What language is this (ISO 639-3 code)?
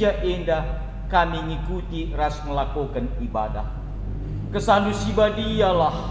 btx